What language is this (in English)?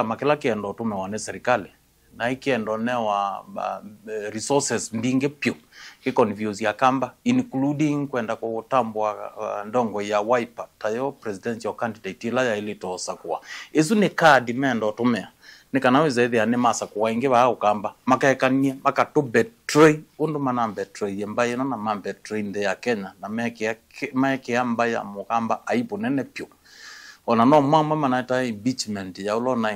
Kamba